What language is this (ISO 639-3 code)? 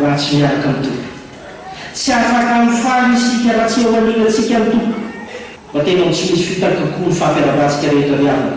mlg